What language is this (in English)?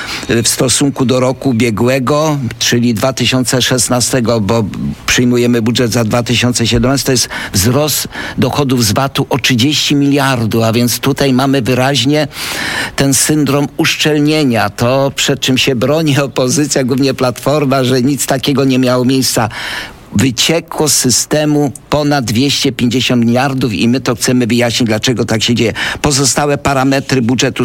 Polish